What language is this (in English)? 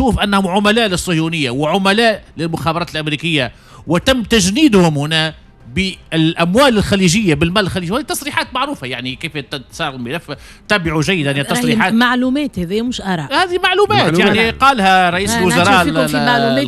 Tunisian Arabic